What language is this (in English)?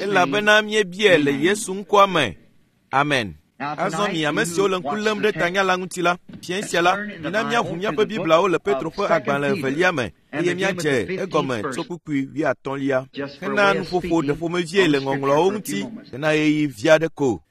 Ewe